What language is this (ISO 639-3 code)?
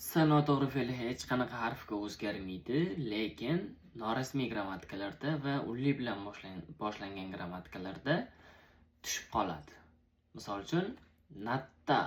uzb